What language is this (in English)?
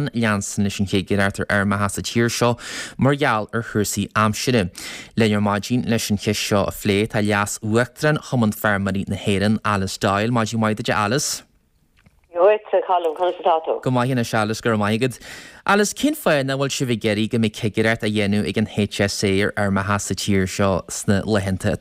Irish